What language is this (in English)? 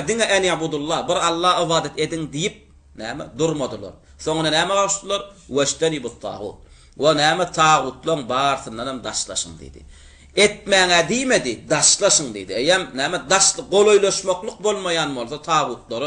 Turkmen